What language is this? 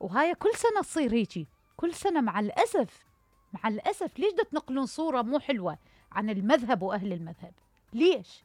Mesopotamian Arabic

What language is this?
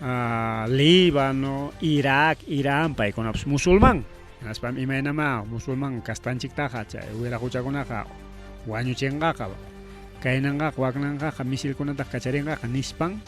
Ayacucho Quechua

